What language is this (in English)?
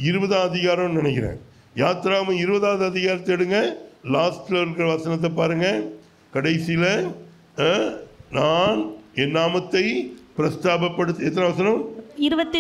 Tamil